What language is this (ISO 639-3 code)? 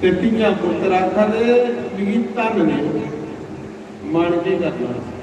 doi